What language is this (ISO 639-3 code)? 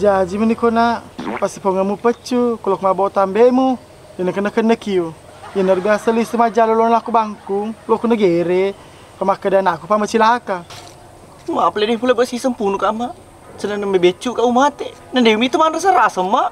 bug